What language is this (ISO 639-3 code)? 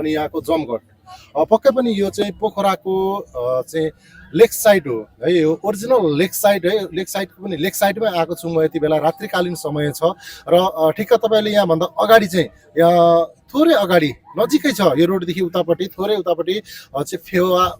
nep